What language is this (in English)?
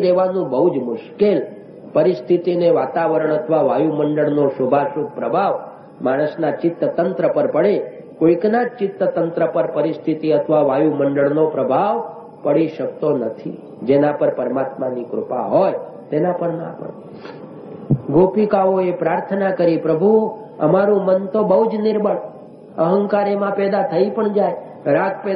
Gujarati